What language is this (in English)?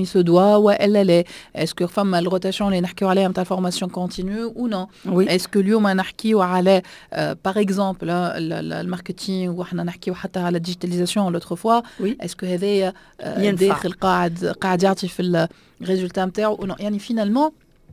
Tunisian Arabic